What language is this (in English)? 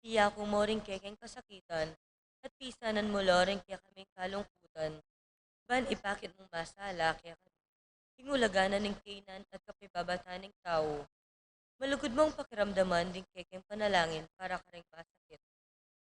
Pampanga